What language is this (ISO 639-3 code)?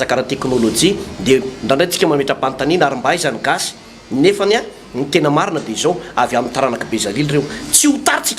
mlg